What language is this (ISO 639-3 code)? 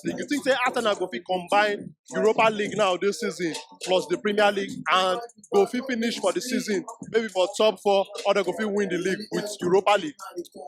pcm